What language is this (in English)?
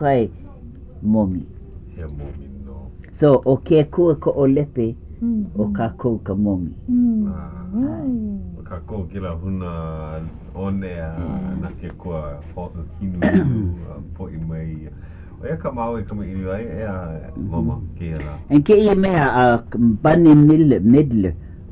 Hawaiian